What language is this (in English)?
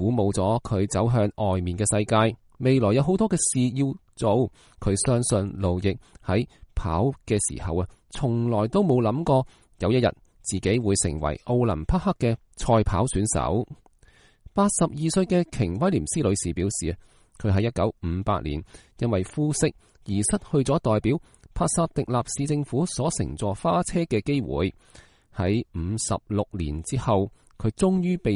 Cantonese